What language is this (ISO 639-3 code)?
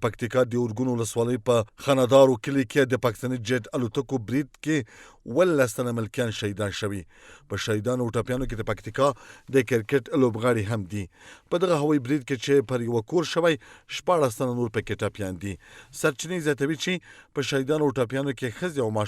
pus